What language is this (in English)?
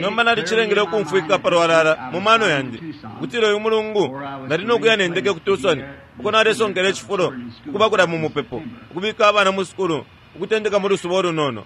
Bemba